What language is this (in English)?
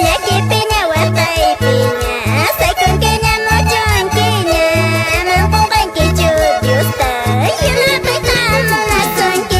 Quechua